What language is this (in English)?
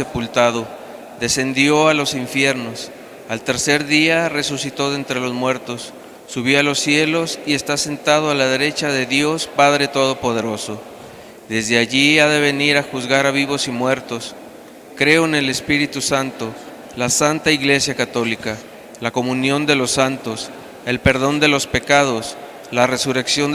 Spanish